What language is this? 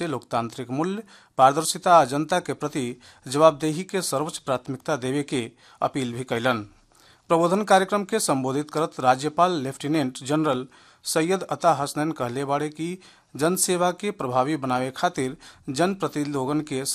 Bhojpuri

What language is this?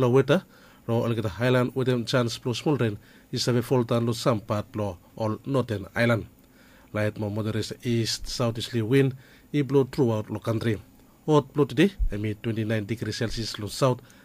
Bislama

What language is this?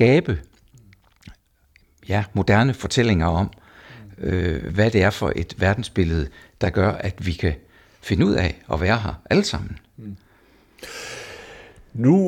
Danish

